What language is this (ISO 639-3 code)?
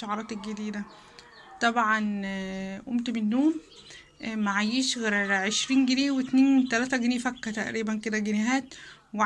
arz